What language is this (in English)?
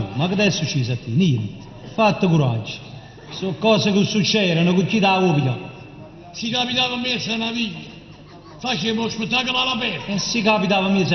Neapolitan